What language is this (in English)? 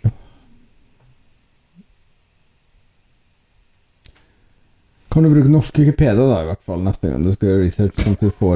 Norwegian